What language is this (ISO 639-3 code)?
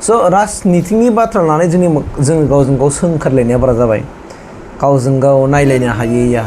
brx